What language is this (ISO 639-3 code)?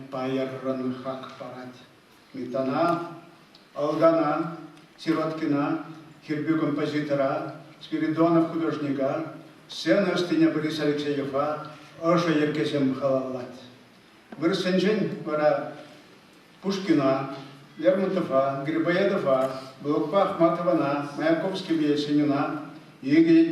chv